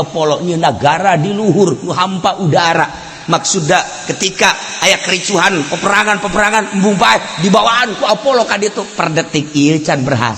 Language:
Sundanese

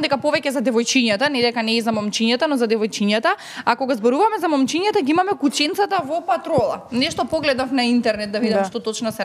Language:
Macedonian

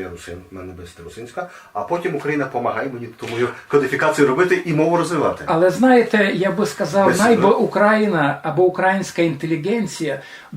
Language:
Rusyn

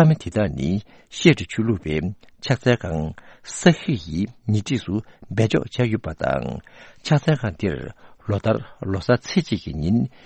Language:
Tibetan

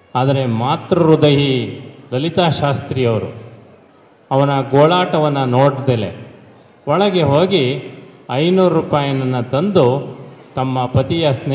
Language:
Kannada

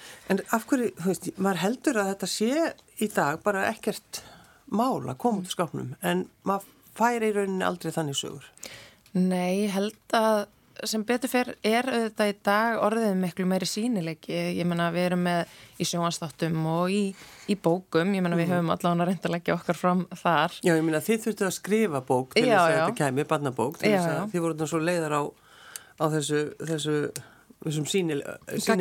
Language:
Icelandic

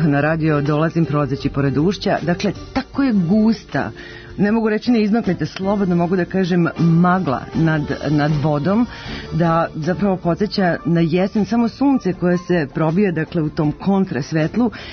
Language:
Serbian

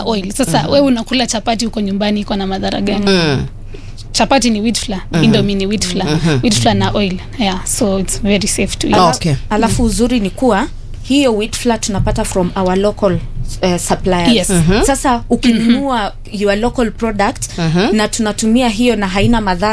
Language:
Swahili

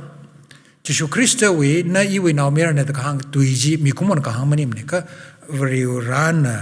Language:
Tangkhul Naga (India)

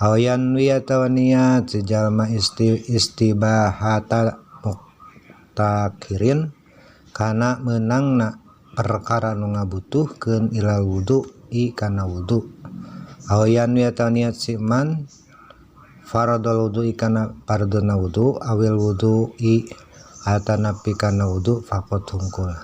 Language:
Sundanese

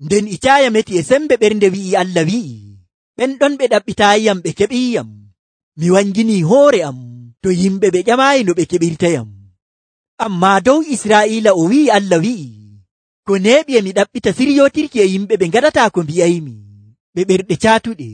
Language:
Nigerian Fulfulde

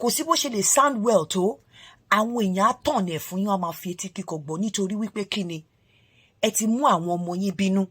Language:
Yoruba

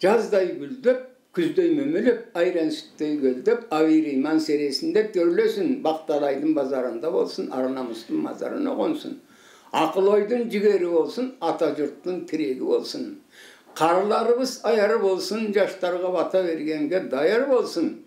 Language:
Kyrgyz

